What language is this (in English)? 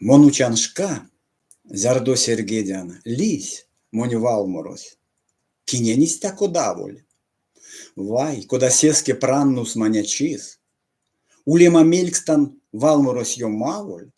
Erzya